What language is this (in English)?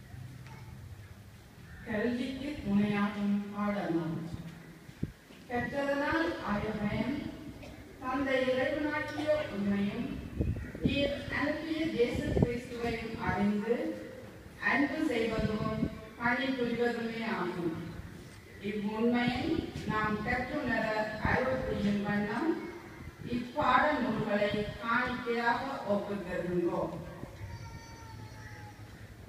Tamil